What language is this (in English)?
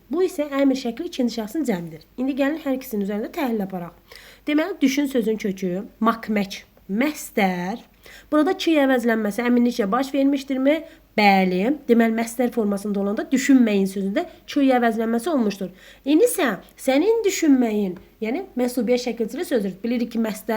Azerbaijani